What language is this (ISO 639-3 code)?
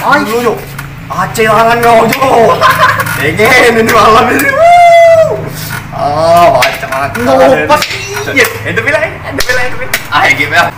mui